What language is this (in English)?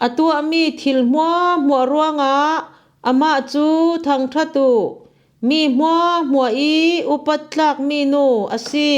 Falam Chin